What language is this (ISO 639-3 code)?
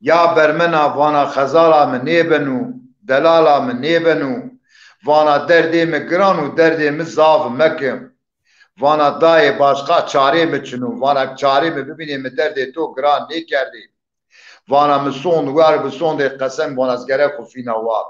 zza